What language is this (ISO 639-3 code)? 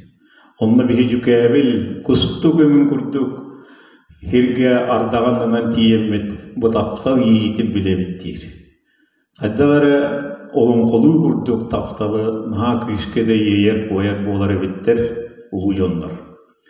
sah